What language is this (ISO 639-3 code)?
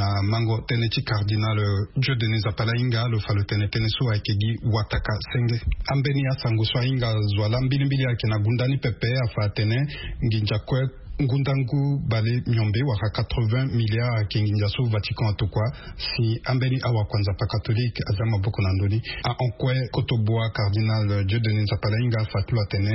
sag